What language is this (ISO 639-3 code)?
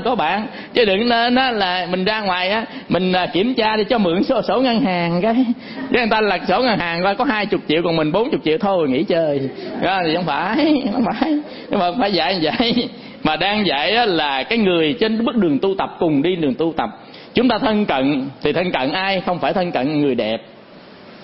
vie